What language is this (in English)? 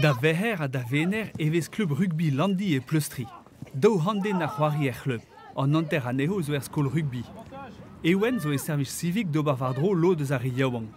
Breton